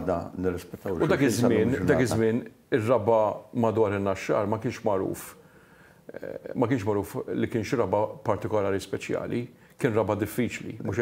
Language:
Maltese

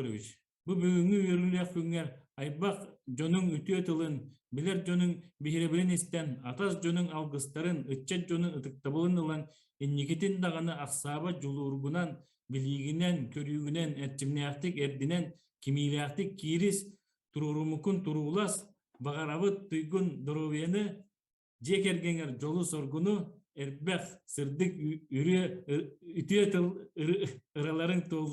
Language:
Yakut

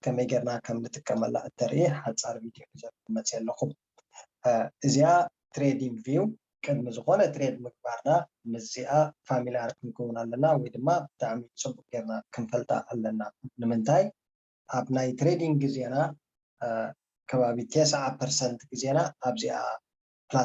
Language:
Tigrinya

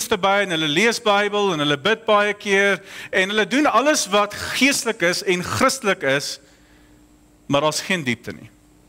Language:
Afrikaans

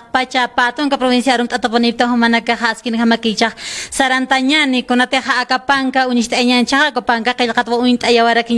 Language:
Aymara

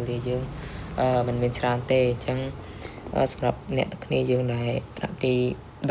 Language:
Khmer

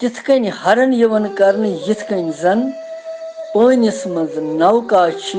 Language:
Kashmiri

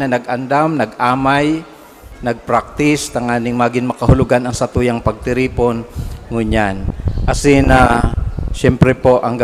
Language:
Bikol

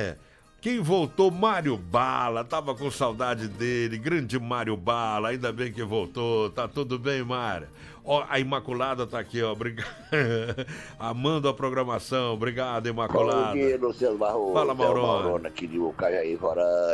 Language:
Portuguese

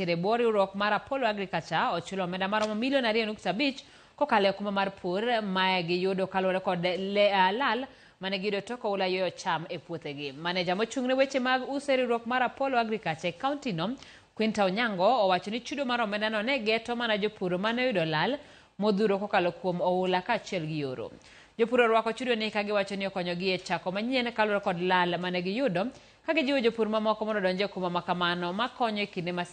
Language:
Luo (Kenya and Tanzania)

